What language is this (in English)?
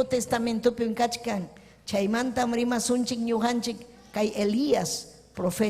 Ayacucho Quechua